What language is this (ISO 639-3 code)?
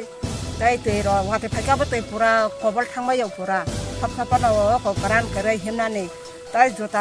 trp